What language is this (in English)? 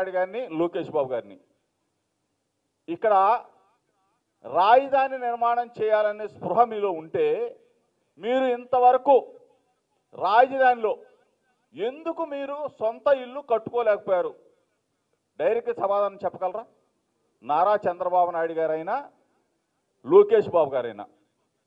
Telugu